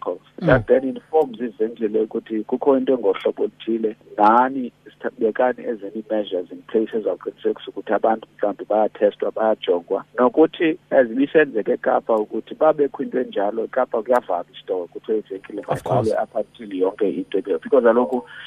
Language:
Xhosa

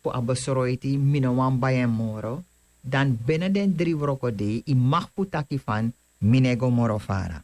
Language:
Sranan Tongo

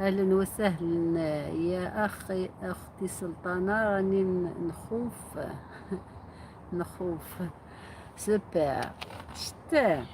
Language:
Algerian Arabic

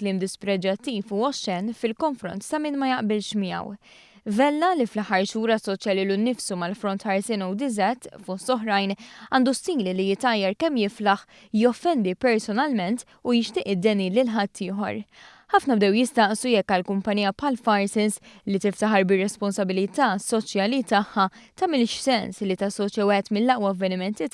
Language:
Maltese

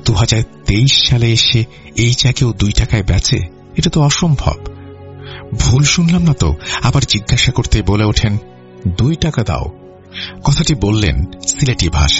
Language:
Bangla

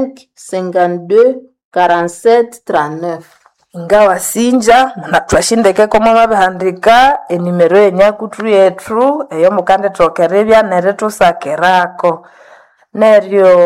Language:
Nande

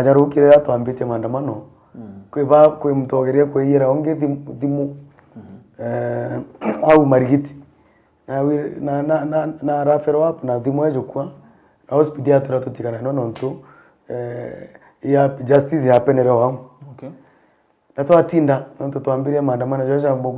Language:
Meru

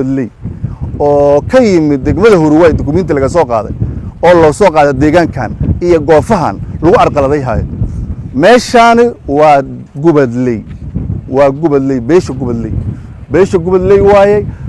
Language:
Somali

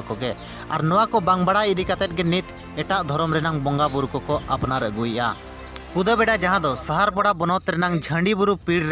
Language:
Santali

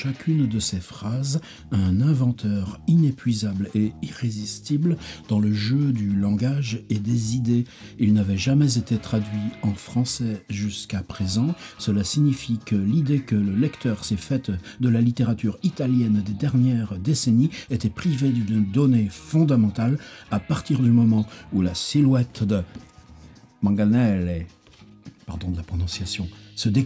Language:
French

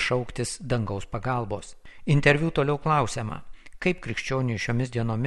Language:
Lithuanian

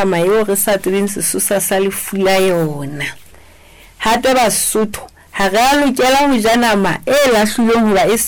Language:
Southern Sotho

